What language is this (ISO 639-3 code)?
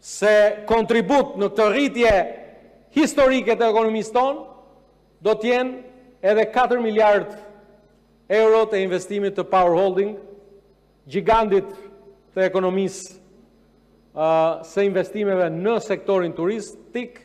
sqi